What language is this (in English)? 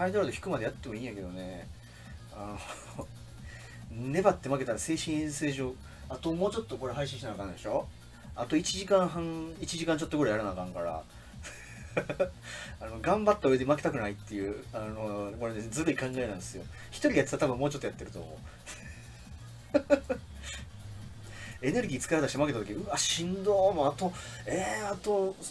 Japanese